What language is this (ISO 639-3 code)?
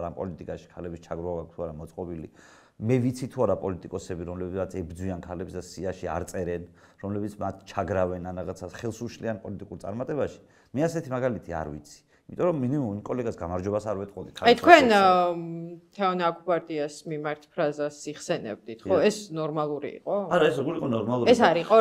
kat